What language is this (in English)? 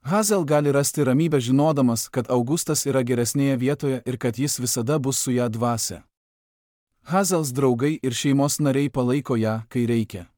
Lithuanian